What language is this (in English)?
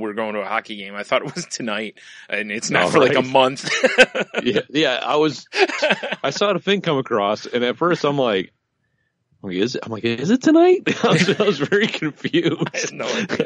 English